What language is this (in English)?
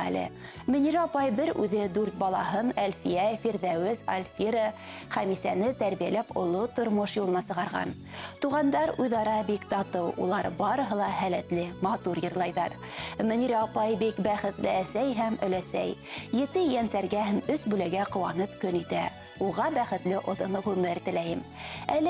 Bashkir